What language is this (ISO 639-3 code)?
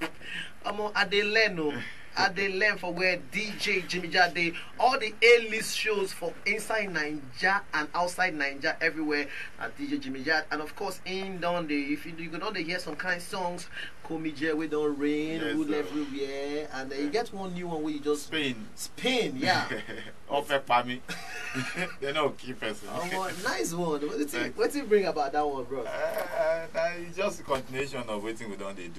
pcm